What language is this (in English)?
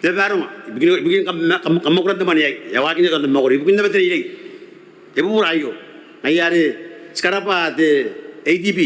Gilbertese